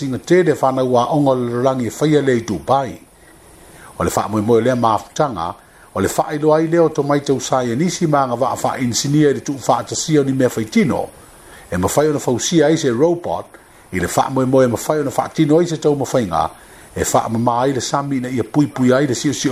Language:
Samoan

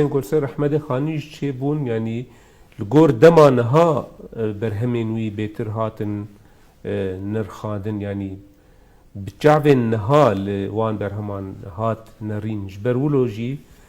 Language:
Kurdish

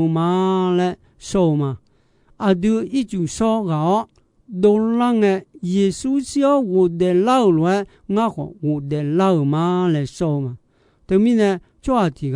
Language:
Akha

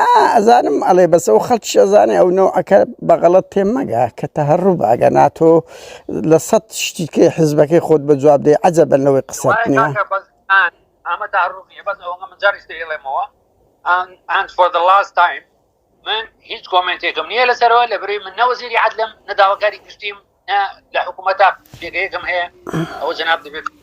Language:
Central Kurdish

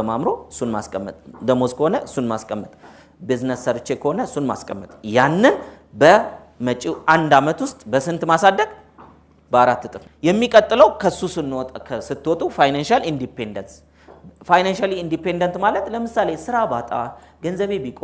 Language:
Amharic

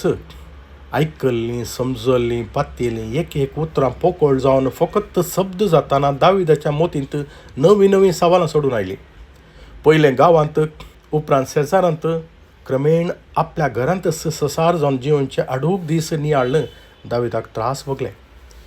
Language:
Konkani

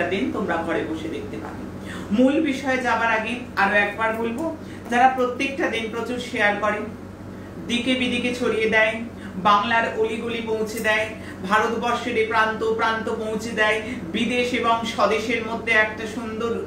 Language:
Bangla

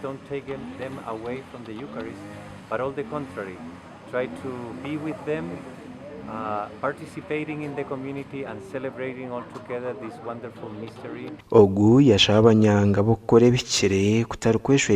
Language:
Nyankole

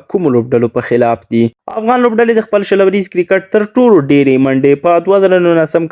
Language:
Pashto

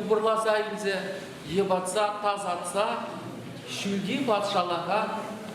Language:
Chuvash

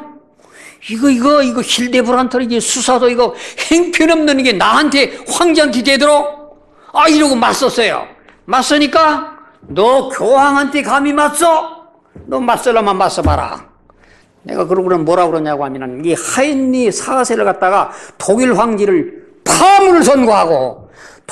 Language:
Korean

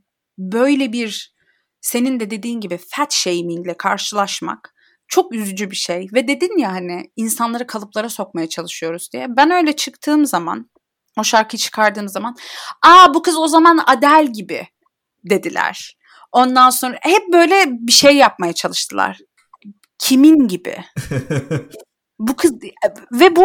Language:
Turkish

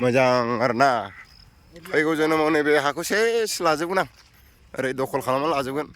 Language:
Bodo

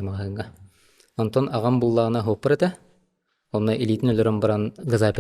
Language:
Yakut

